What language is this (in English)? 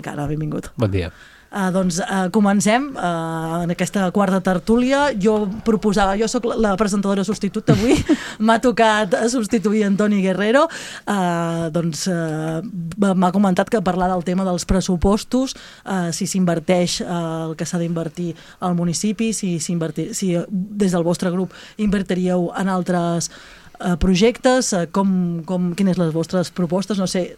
Catalan